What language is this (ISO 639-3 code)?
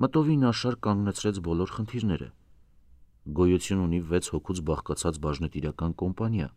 hye